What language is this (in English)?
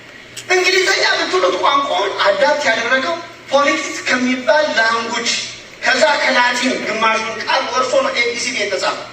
Amharic